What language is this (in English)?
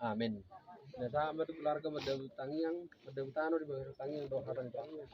Batak Toba